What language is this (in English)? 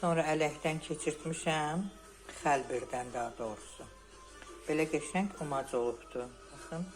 Azerbaijani